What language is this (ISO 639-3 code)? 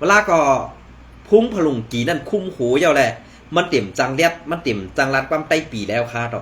shn